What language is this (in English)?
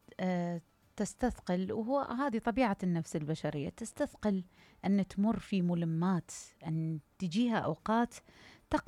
Mesopotamian Arabic